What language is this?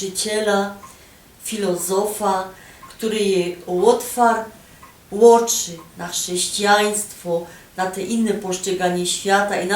Silesian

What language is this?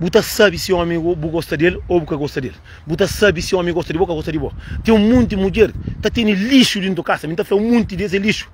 Kabuverdianu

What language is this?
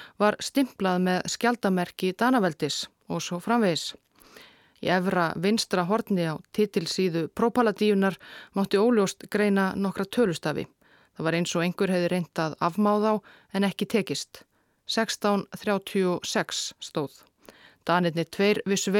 Icelandic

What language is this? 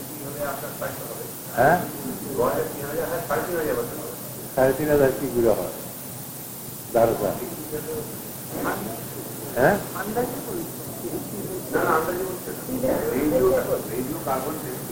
Bangla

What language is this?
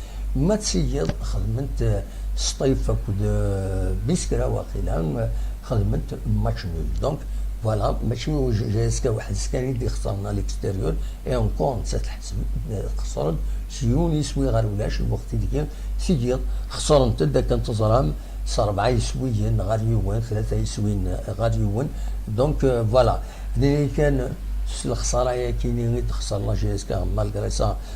Kabyle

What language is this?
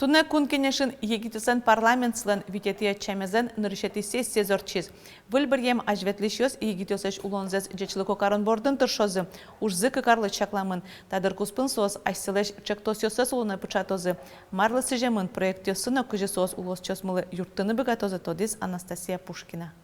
Udmurt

